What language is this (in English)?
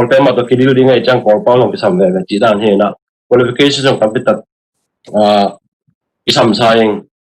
Tedim Chin